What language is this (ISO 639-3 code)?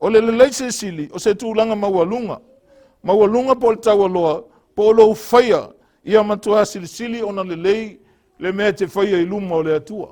smo